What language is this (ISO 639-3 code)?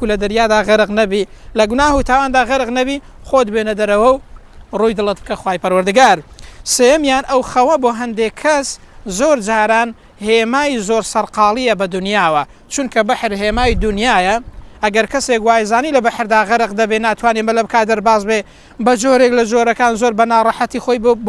ckb